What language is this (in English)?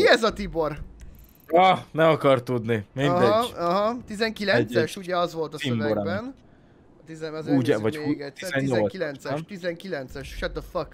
Hungarian